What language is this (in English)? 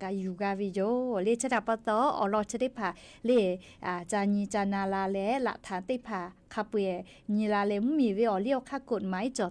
Lahu